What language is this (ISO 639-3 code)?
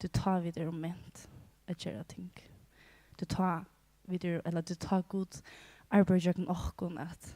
fao